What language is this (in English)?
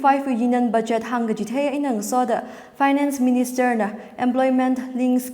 Tangkhul Naga (India)